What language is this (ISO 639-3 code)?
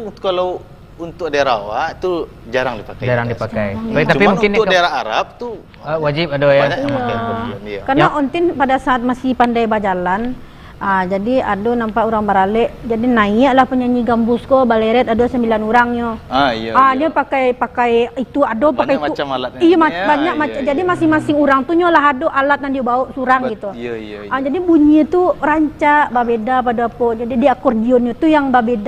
min